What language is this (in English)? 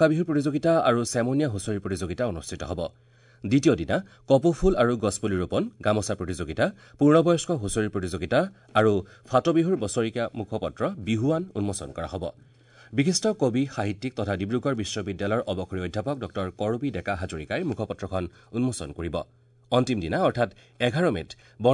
Assamese